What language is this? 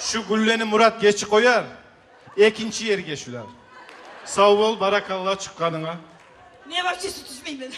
Kumyk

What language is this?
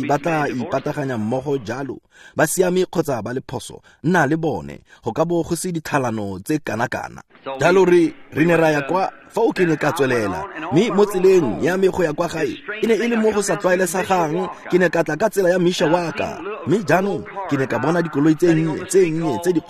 Tswana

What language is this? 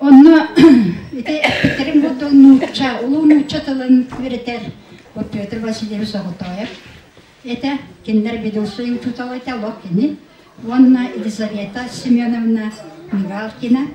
Yakut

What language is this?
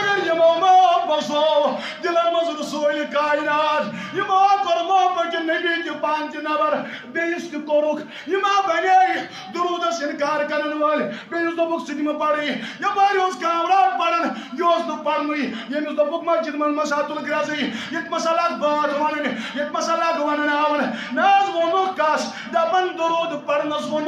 Kashmiri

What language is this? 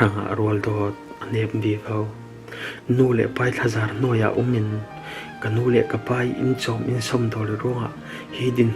Falam Chin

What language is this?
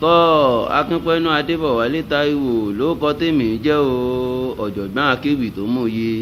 Yoruba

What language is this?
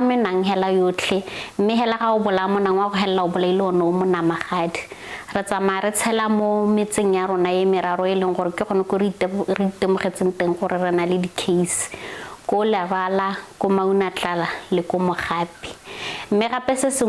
Tswana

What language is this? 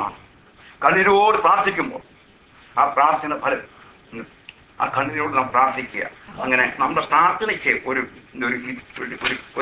Malayalam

